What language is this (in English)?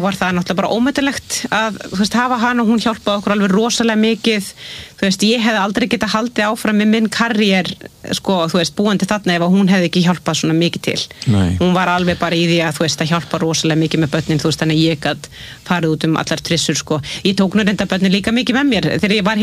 Icelandic